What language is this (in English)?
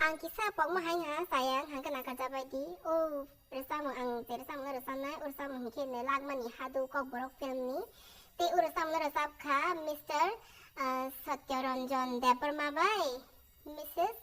Kok Borok